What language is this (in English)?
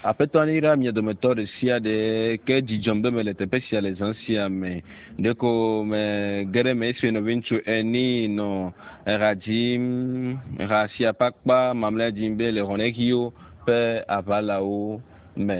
Ewe